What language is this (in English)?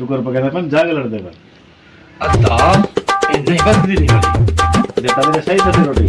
Saraiki